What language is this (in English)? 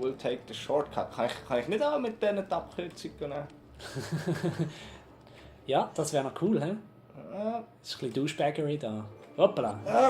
Swiss German